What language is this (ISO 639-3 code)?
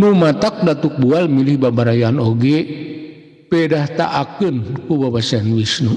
sun